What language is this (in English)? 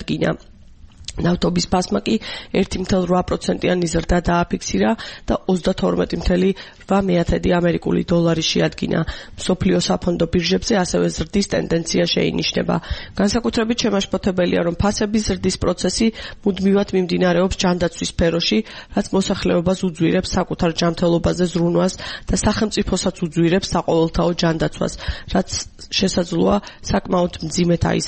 Georgian